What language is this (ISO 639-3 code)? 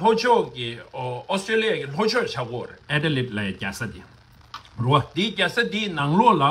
bod